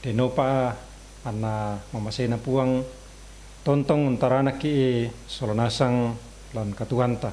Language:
Toraja-Sa'dan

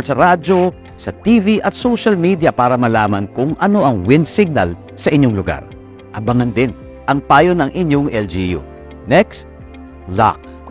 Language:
Filipino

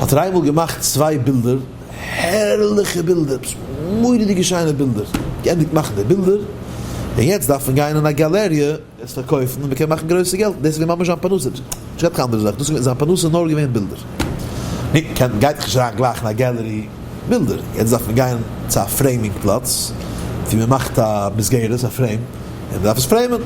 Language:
Yiddish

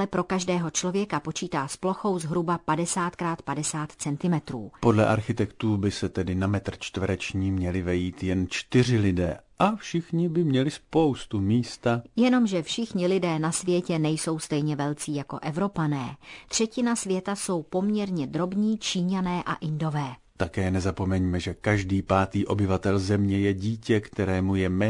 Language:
Czech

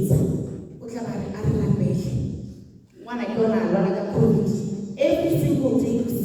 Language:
Tswana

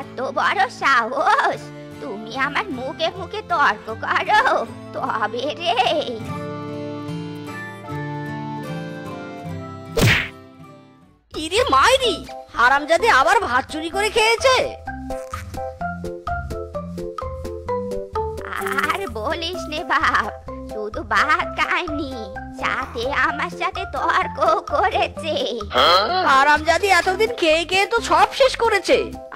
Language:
Bangla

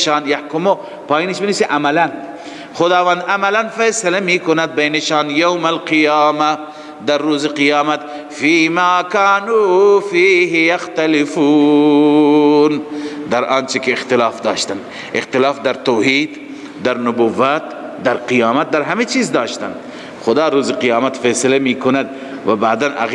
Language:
Persian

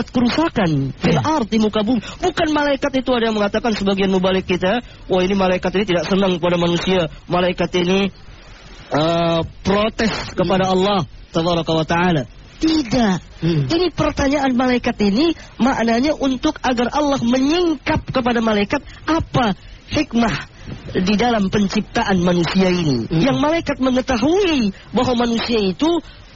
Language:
Indonesian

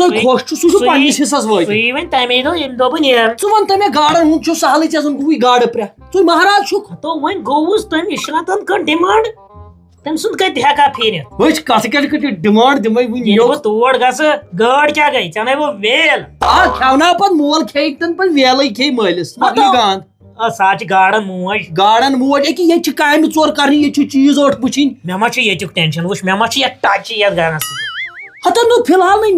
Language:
Kashmiri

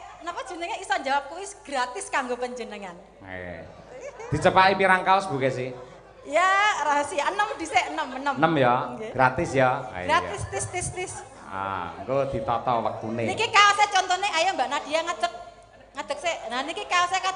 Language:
Javanese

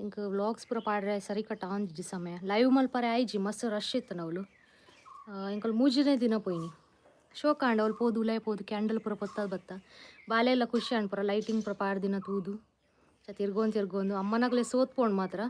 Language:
Tulu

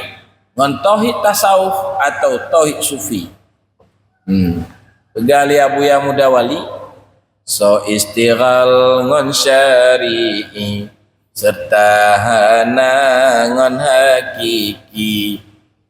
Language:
Achinese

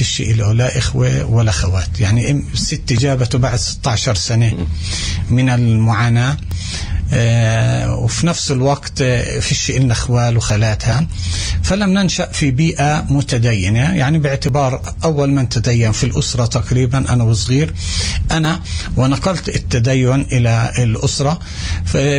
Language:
North Levantine Arabic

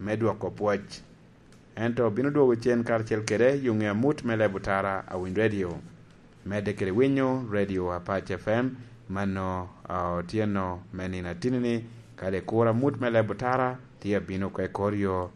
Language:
Lango (Uganda)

